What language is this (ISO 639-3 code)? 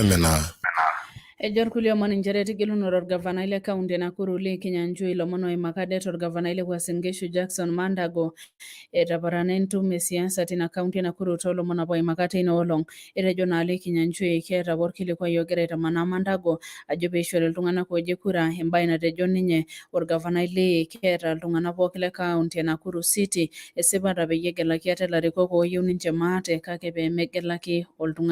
mas